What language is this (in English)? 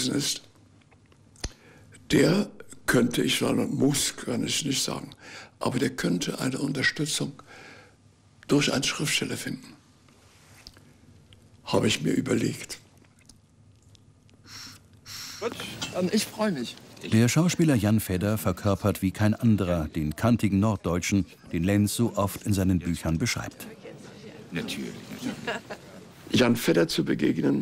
German